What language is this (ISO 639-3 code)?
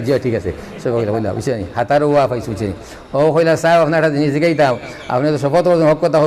syl